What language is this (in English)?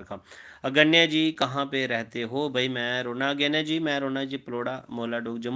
Dogri